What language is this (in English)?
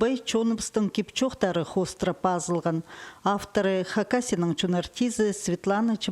Khakas